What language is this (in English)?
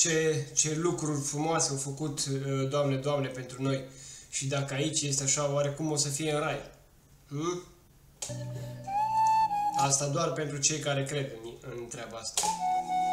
Romanian